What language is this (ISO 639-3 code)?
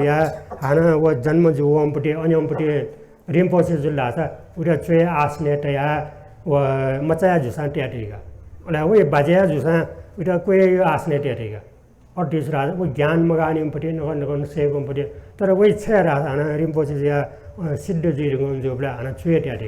new